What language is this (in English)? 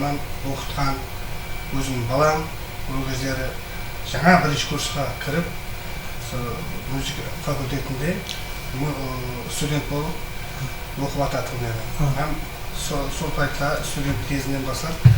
Kara-Kalpak